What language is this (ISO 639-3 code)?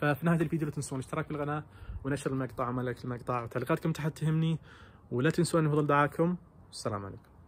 ars